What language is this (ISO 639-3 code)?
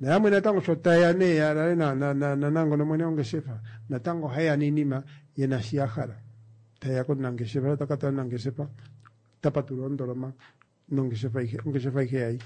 kua